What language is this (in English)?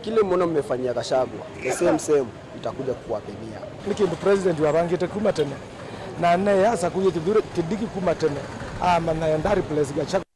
Kamba